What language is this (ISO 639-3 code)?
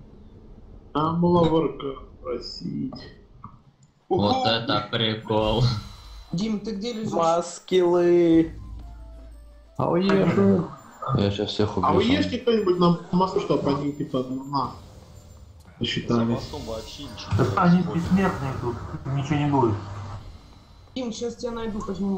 rus